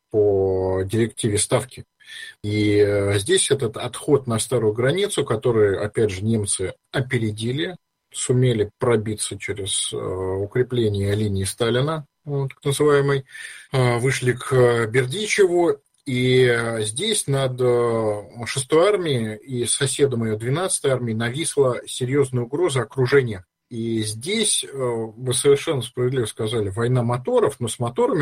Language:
Russian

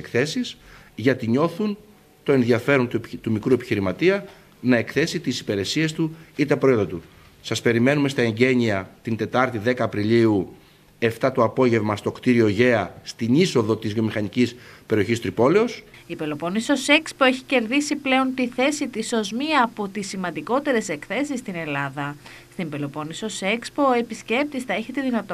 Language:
Greek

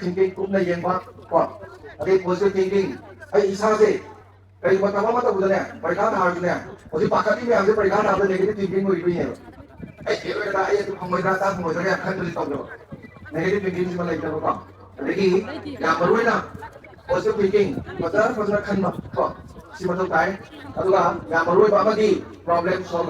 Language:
Manipuri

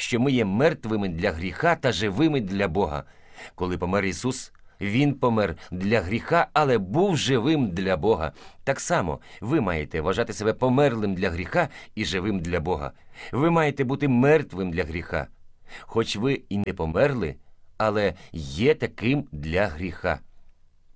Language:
Ukrainian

